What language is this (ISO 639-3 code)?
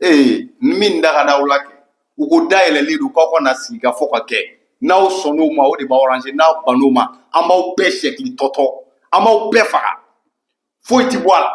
bam